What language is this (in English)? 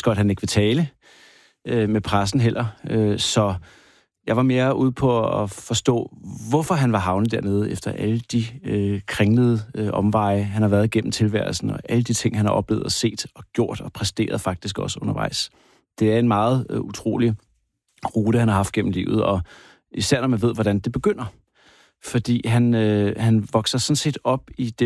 Danish